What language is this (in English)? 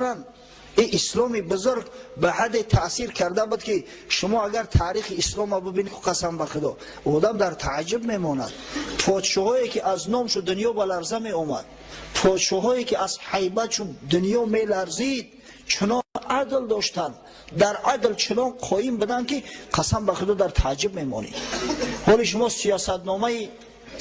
Tajik